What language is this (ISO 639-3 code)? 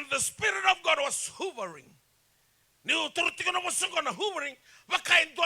fij